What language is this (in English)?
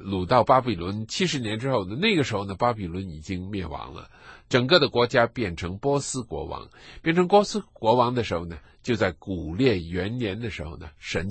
Chinese